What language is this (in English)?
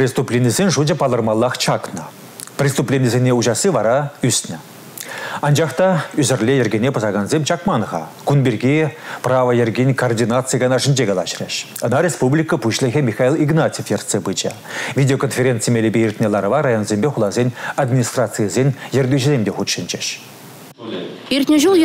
Chuvash